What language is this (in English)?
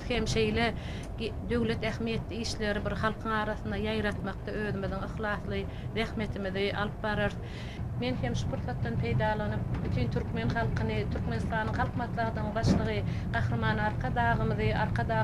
Turkmen